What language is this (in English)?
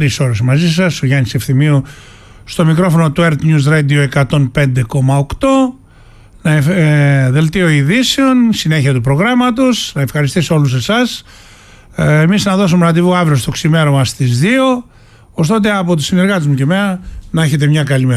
Greek